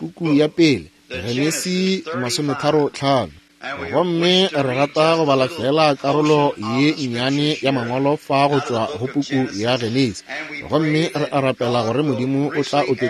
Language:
Northern Sotho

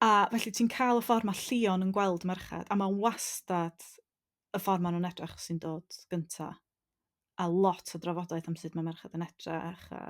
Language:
Welsh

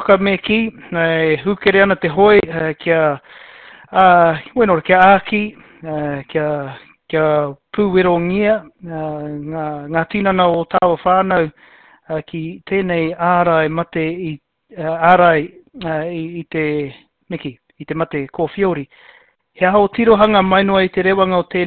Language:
Māori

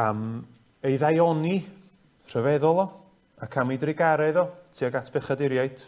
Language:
Welsh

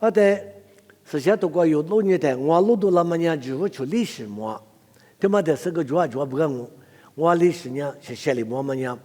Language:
Lisu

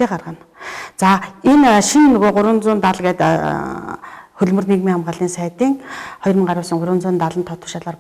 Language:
Mongolian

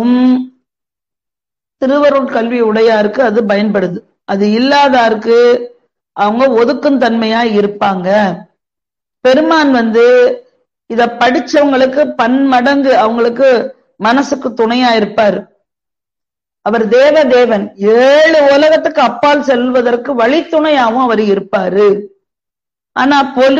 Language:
Tamil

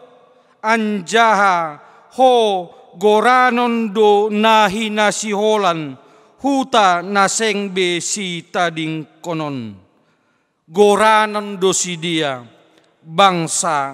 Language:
Batak Simalungun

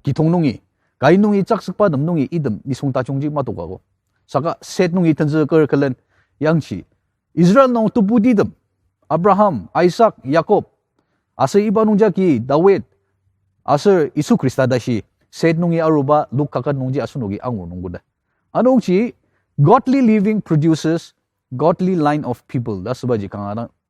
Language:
Ao Naga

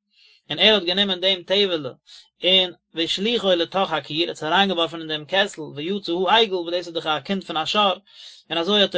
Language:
Yiddish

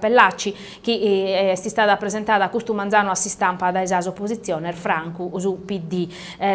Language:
Sardinian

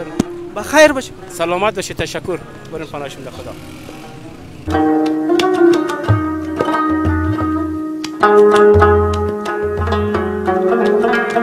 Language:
Persian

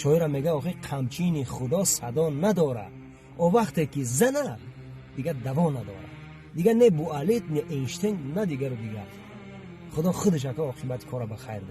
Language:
Tajik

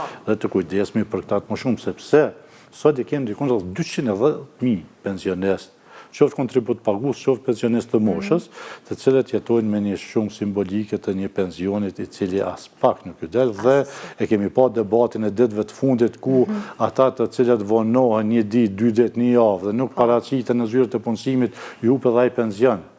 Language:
Albanian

